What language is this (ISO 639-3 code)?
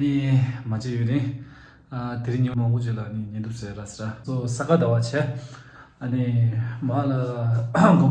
bod